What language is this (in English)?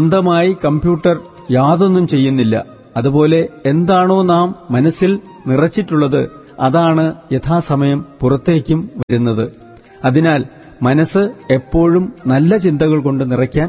Malayalam